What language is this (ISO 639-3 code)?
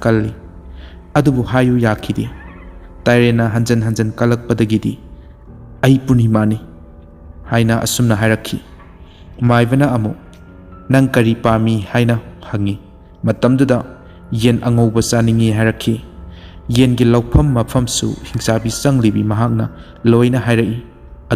mni